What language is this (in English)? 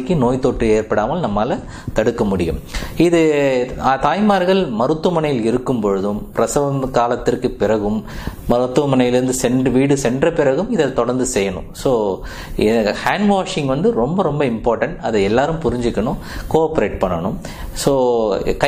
Tamil